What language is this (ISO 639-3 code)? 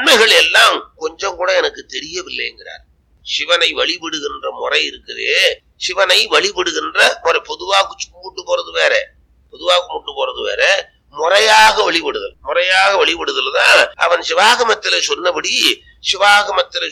tam